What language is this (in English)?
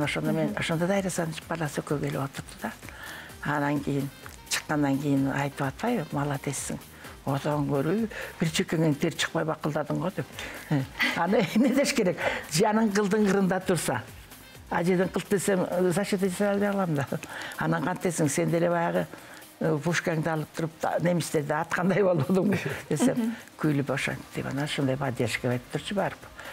Kyrgyz